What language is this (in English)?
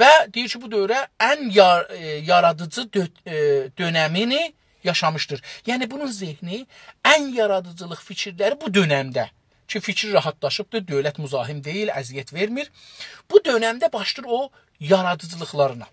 South Azerbaijani